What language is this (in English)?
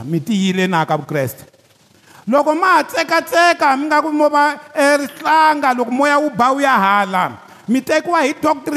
Tsonga